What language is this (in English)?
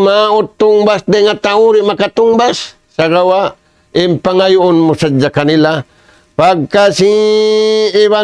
Tausug